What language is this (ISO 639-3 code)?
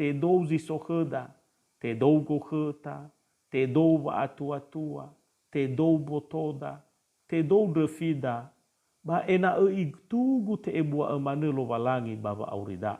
nia